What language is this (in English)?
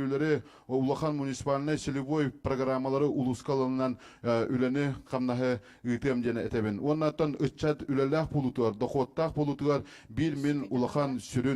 Yakut